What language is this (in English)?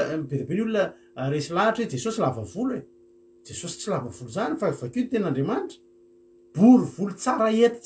Malagasy